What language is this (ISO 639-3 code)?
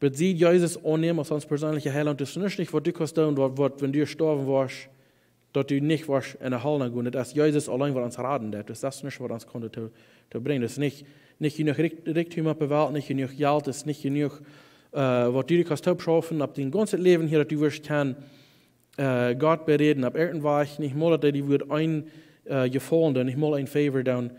pdt